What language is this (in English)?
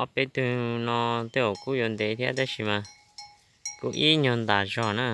Hmong